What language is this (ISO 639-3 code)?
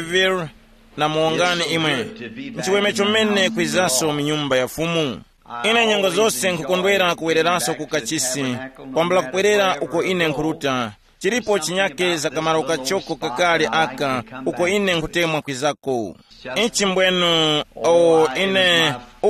tum